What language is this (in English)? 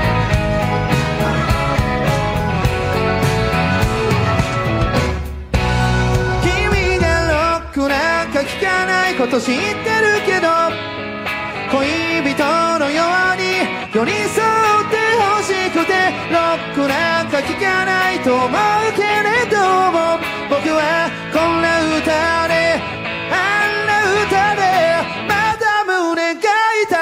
Japanese